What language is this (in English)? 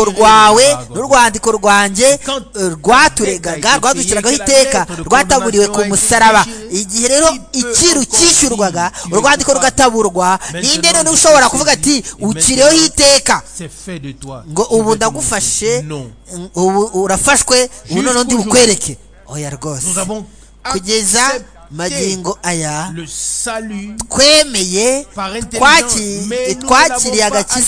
Kinyarwanda